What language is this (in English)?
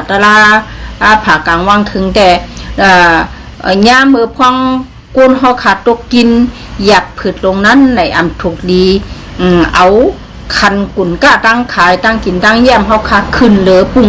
Shan